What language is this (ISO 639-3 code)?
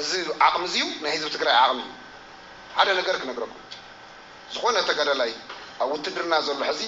tir